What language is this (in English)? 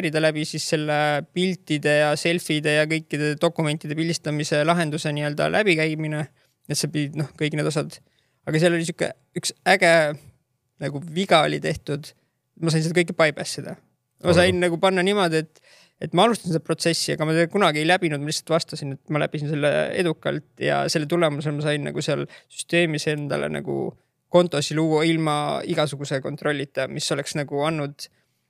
Estonian